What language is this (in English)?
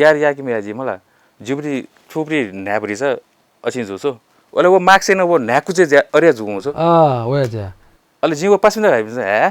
Newari